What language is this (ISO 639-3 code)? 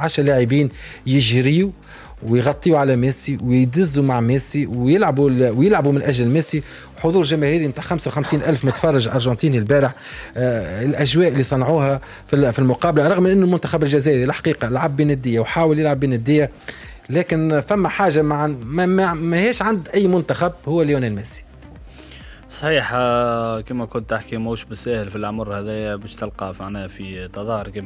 aeb